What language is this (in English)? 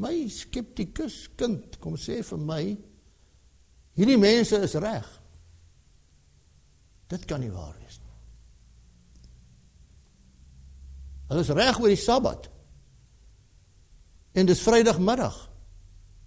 Afrikaans